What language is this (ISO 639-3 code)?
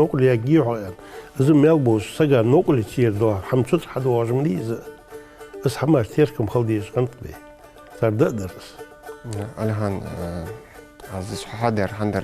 inh